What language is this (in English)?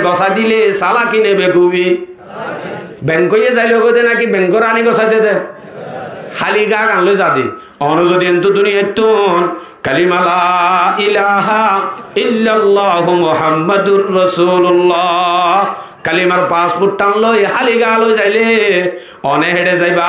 Rohingya